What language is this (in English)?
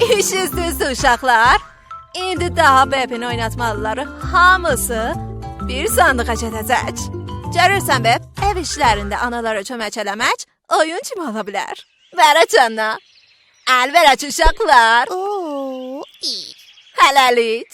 South Azerbaijani